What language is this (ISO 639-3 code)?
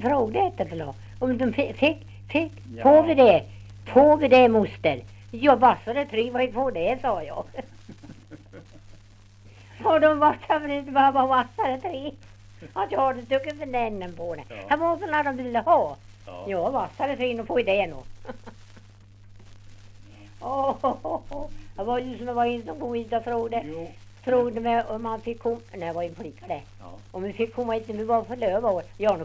swe